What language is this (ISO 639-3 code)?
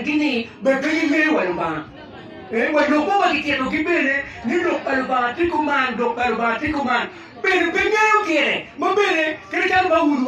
ach